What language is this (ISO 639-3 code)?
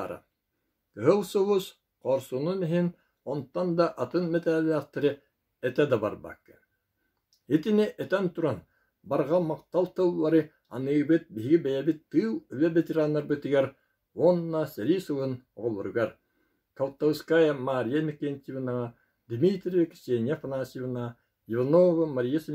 sah